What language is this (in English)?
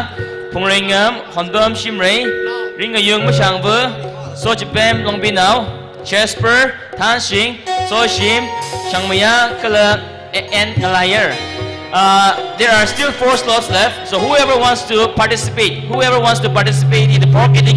Tangkhul Naga (India)